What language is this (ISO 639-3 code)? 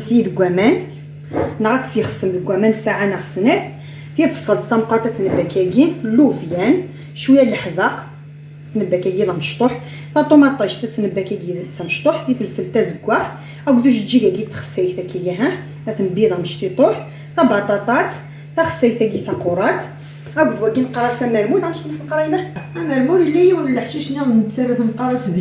kab